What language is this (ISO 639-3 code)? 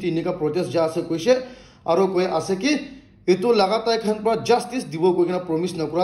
nag